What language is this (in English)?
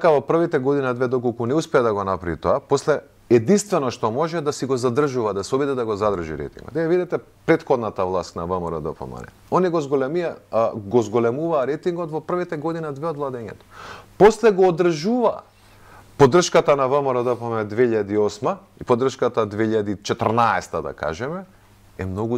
Macedonian